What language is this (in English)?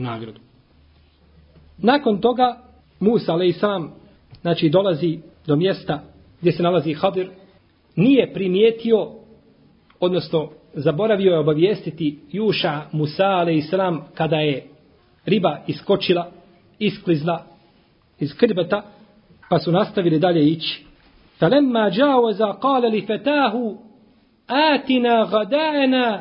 Bosnian